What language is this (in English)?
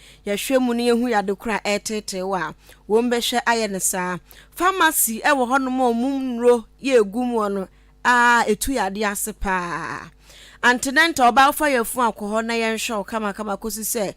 Akan